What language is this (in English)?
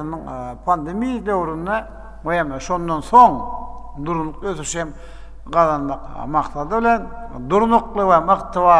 Turkmen